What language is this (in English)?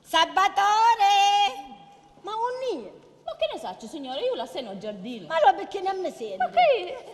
Sicilian